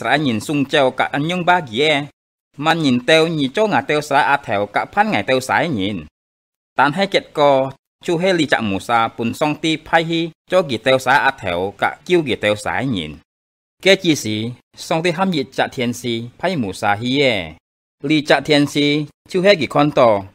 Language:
Hakka Chinese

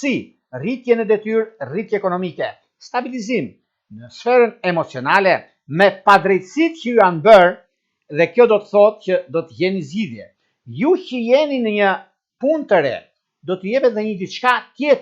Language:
Albanian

